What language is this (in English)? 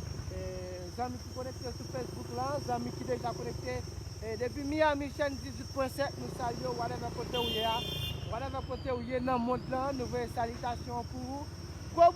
Haitian Creole